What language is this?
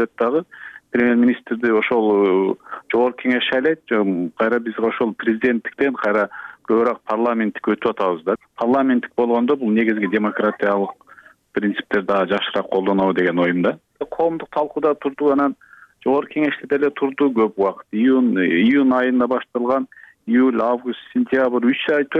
Kyrgyz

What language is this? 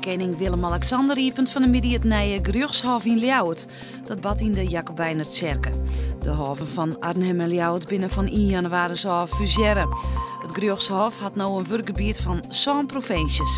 Western Frisian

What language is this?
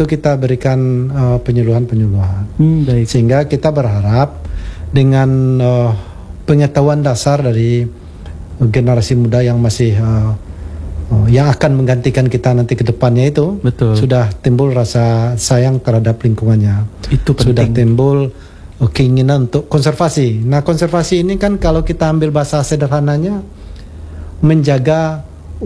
Indonesian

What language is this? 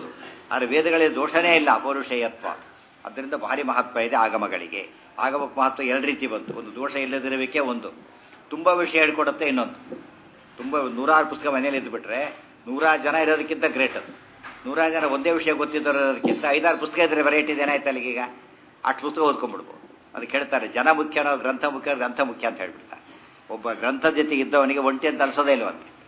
Kannada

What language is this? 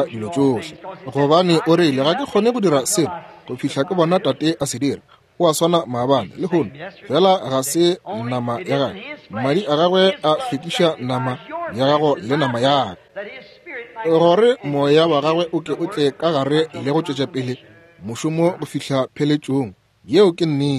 Northern Sotho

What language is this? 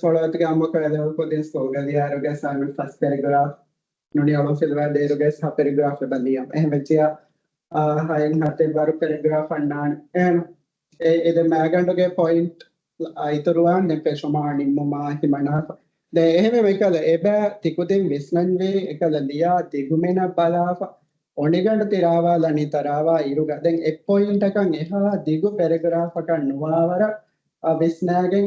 Divehi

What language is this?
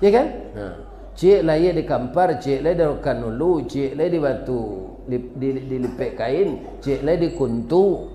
Minangkabau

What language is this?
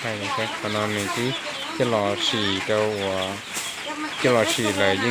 Hmong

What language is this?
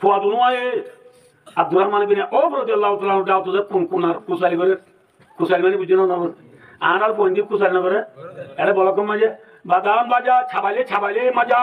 Rohingya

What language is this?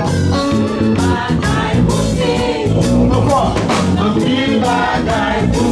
Haitian Creole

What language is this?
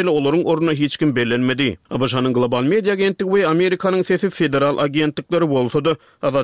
Turkmen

